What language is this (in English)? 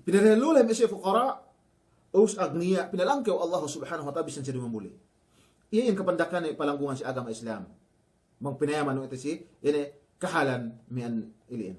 Yakan